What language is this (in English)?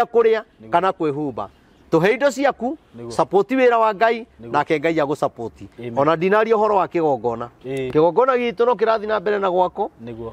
Kikuyu